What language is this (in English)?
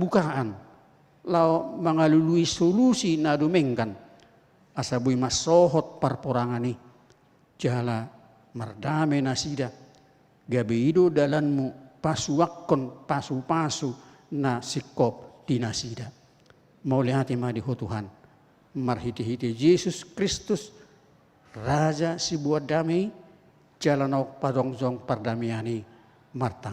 Batak Toba